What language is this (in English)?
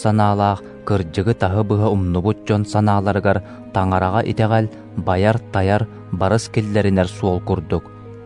Yakut